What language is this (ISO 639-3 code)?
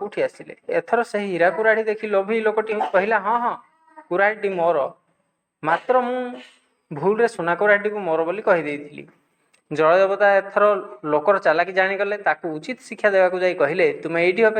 ori